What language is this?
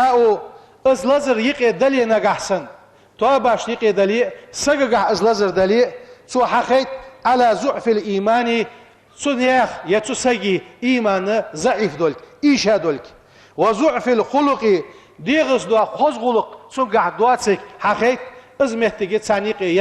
Ingush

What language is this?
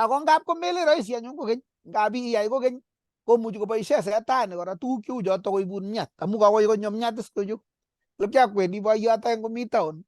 Kalenjin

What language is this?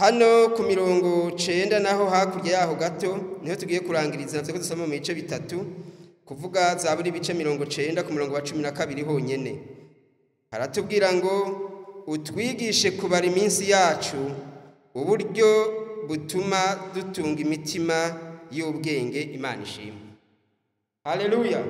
Rundi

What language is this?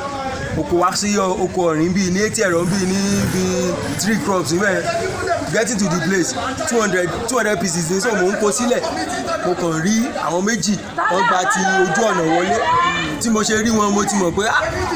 Yoruba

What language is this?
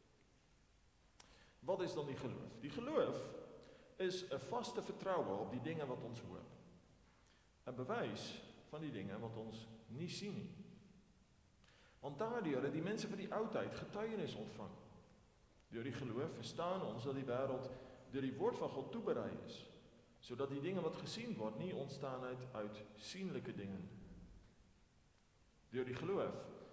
Afrikaans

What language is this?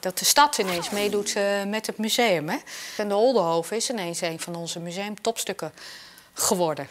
Western Frisian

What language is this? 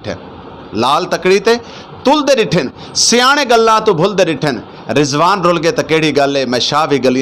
Saraiki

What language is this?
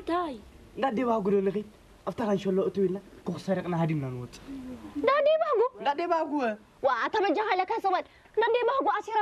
Tigrinya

